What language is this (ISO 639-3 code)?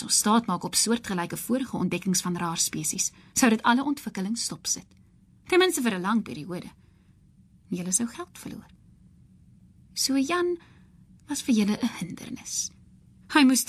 afr